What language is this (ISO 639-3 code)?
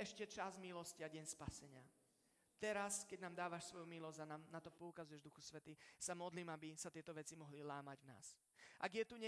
slk